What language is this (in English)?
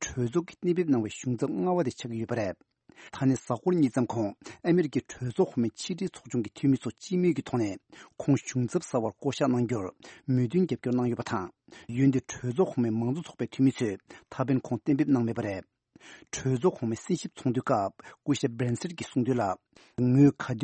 Tibetan